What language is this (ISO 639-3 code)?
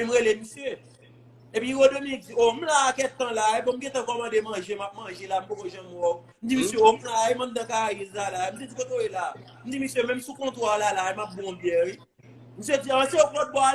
hat